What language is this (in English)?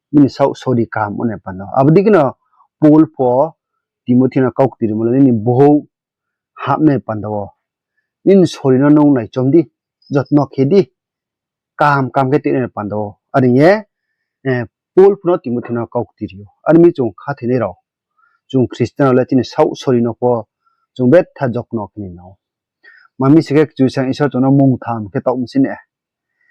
Riang (India)